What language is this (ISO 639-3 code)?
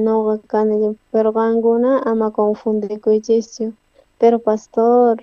quh